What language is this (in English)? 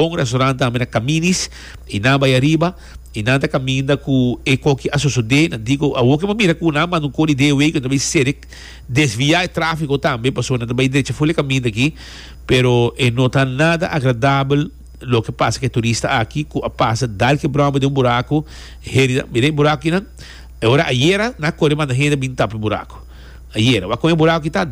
Papiamento